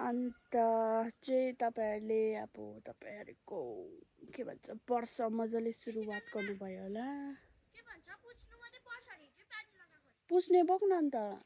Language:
Nepali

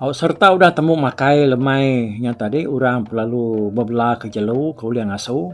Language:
Iban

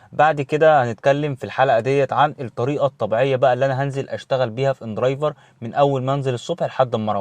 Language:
Egyptian Arabic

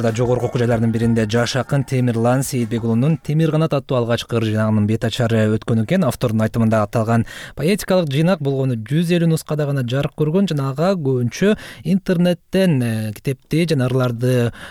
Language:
Kyrgyz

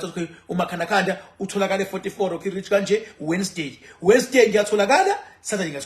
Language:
Zulu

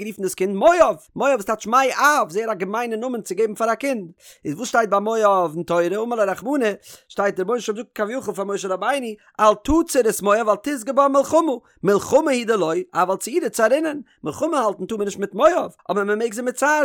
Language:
Yiddish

